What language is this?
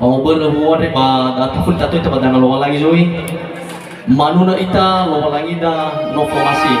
Nias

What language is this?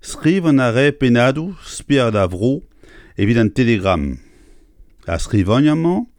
Breton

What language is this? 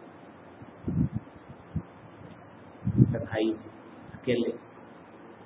Urdu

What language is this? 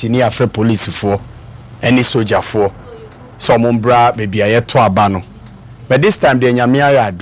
Akan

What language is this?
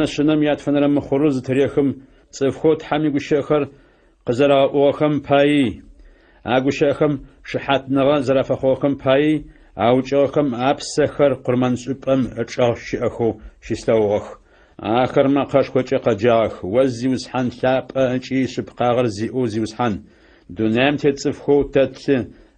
Adyghe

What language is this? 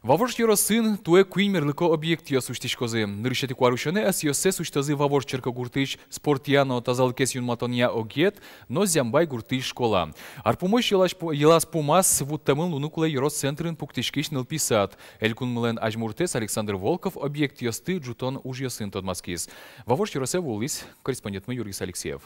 Udmurt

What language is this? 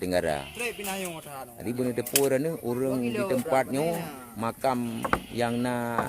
Achinese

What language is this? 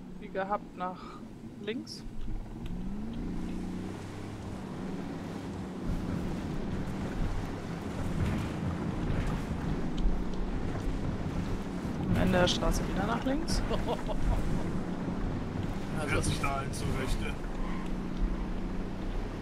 German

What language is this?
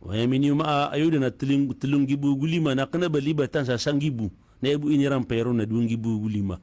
Maranao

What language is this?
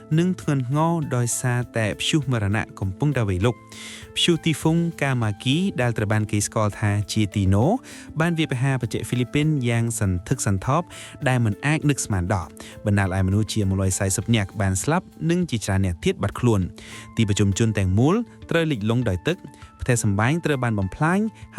Khmer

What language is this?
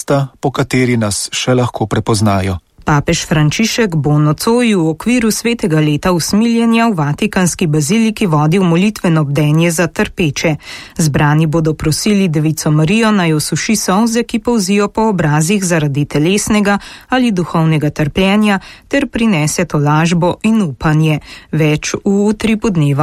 Slovenian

